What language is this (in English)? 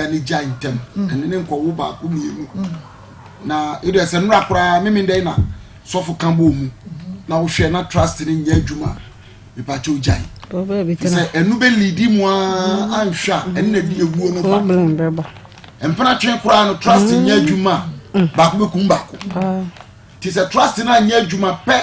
Akan